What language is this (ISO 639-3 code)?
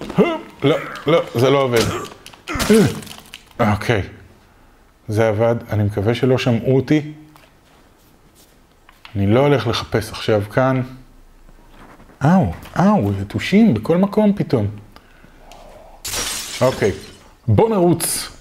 heb